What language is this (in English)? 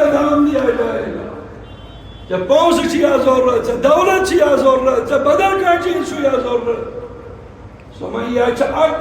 Kashmiri